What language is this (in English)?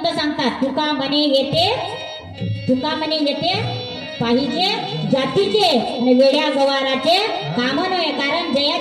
Marathi